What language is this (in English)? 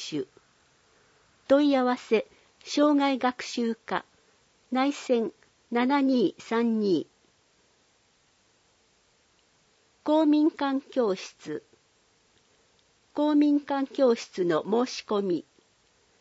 Japanese